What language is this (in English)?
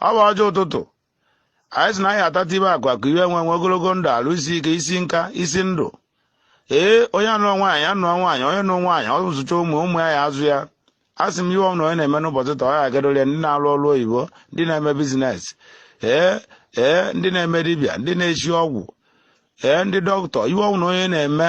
Igbo